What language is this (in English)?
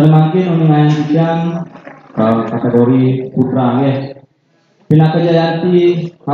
Balinese